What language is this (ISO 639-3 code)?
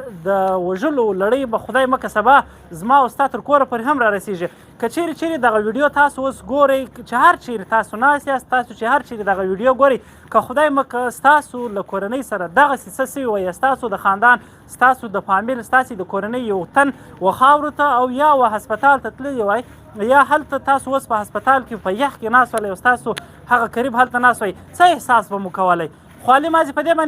pus